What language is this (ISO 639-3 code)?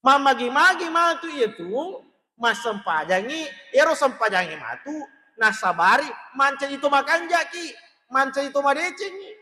bug